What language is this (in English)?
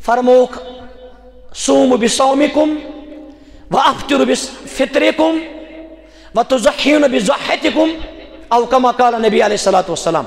Kashmiri